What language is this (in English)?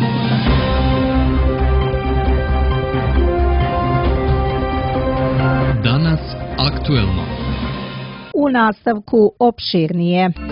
Bosnian